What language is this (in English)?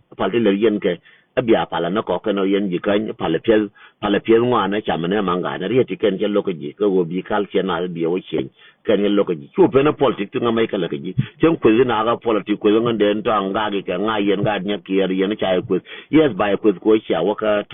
Nuer